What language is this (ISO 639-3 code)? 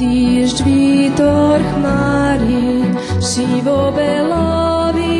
rue